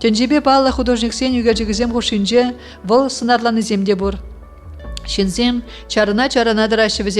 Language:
Chuvash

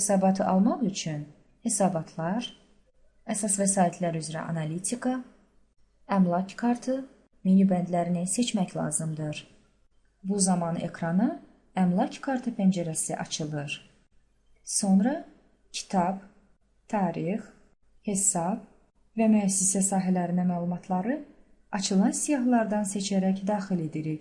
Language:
Azerbaijani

